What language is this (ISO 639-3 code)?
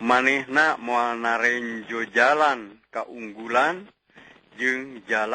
sun